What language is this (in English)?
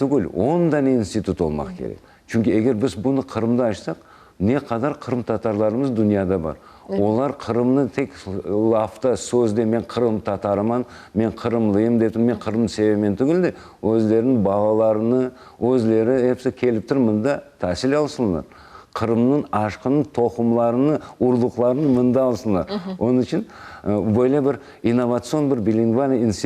Crimean Tatar